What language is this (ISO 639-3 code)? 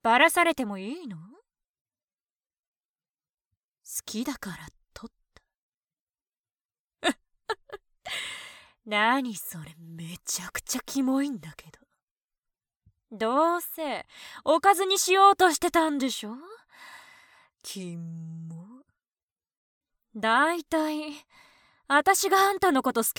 jpn